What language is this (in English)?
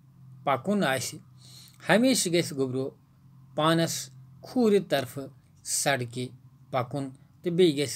Kashmiri